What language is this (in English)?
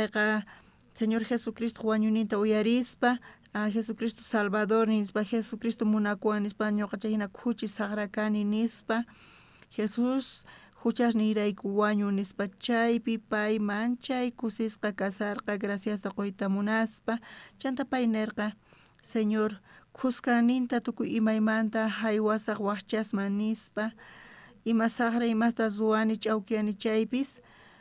South Bolivian Quechua